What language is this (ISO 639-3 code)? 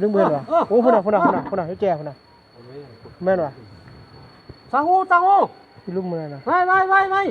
lao